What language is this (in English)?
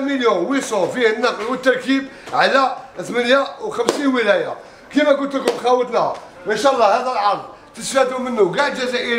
Algerian Arabic